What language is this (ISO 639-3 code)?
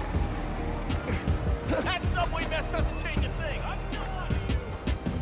eng